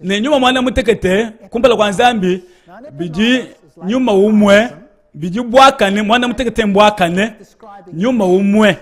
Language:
Luba-Lulua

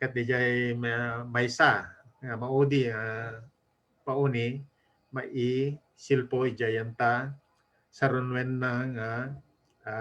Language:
Iloko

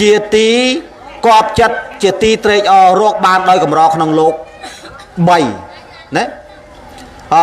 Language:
Khmer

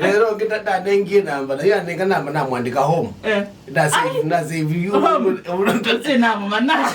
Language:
Kamba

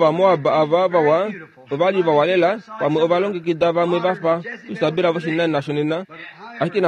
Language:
Kuanyama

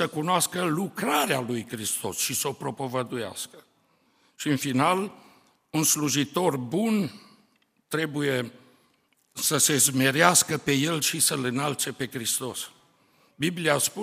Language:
Romanian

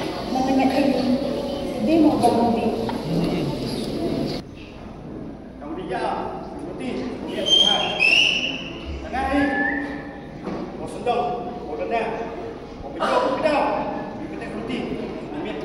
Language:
Malay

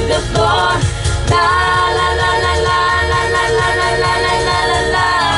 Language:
English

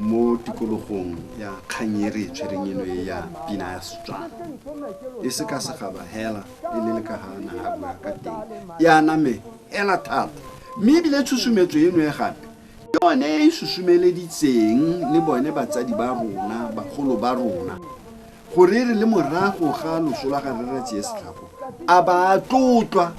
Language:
Tswana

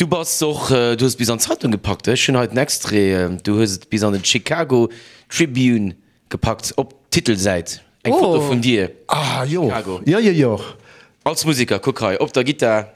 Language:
Luxembourgish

